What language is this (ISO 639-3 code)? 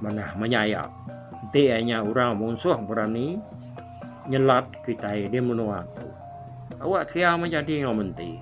iba